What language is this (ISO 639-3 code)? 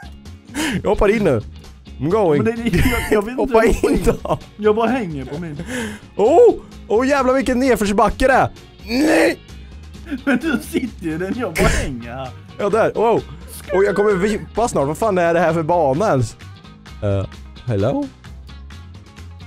swe